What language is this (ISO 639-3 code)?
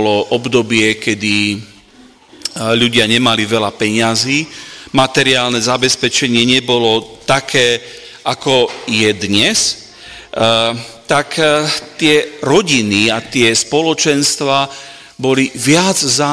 slk